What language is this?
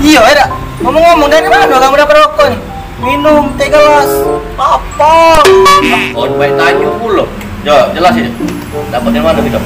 Musi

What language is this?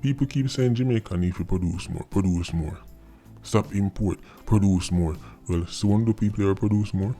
Jamaican Creole English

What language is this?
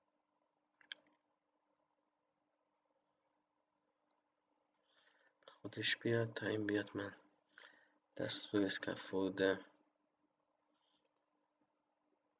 Persian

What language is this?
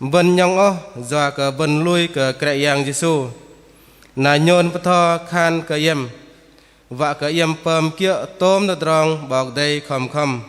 Bahnar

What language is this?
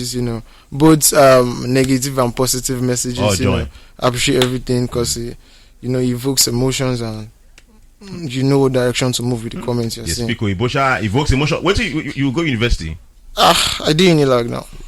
Nigerian Pidgin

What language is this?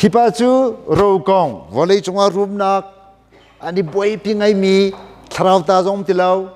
Hakha Chin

